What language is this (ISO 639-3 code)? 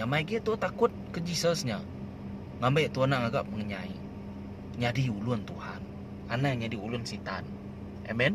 iba